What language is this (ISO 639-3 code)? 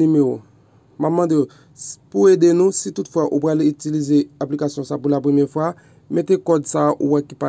hat